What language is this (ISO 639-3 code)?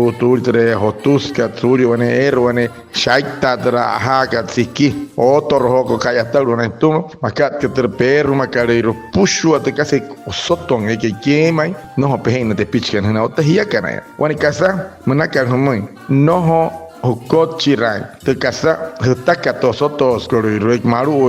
guc